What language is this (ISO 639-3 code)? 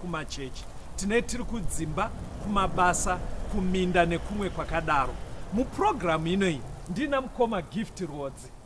sna